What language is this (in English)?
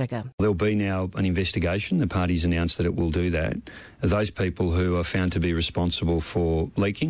Macedonian